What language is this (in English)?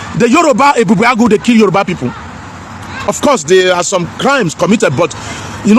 Nigerian Pidgin